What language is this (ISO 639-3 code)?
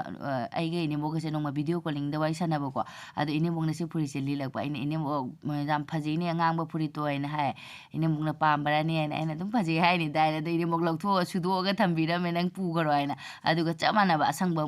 mni